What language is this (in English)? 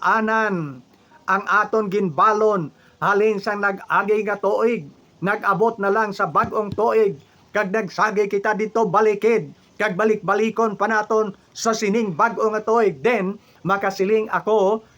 Hiligaynon